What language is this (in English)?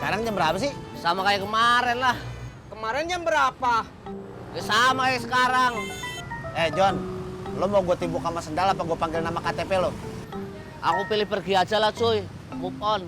Betawi